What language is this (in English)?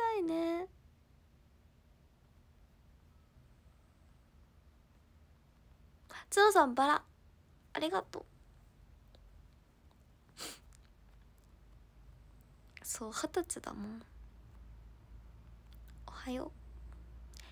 Japanese